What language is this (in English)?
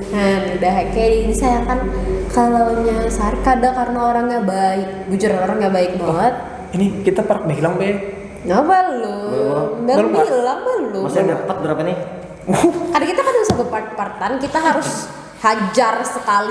Banjar